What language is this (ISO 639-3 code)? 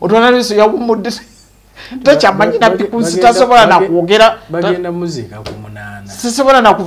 lug